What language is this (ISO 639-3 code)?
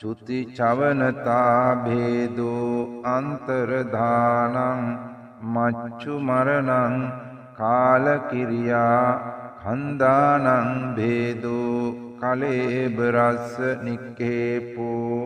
sin